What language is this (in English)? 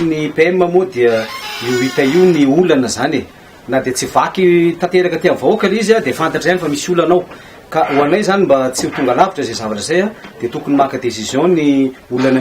Malagasy